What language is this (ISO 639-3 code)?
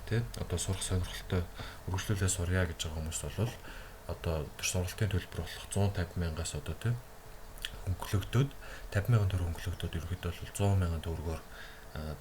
mon